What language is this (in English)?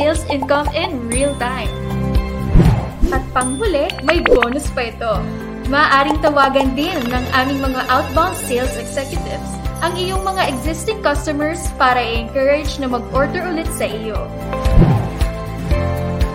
Filipino